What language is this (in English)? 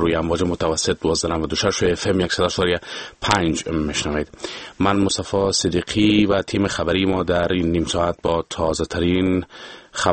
Persian